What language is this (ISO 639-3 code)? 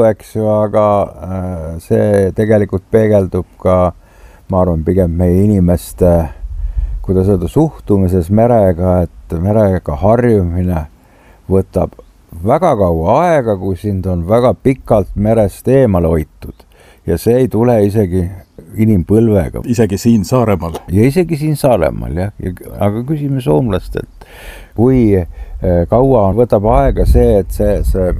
est